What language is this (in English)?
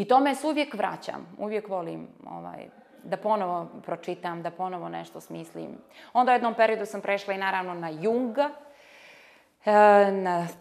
Bosnian